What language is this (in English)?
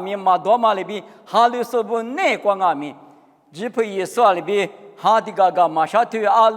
Lisu